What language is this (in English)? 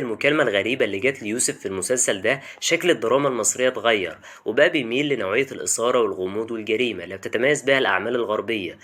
Egyptian Arabic